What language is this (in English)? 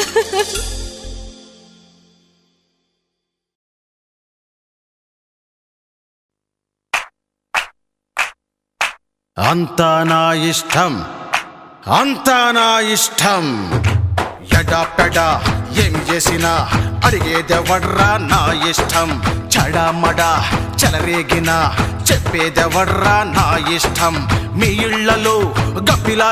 Telugu